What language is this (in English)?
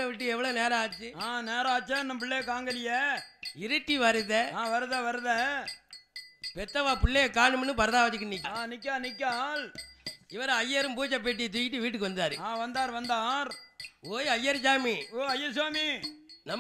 Tamil